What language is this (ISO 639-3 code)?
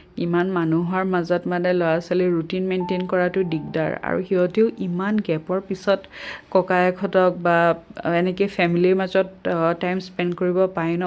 asm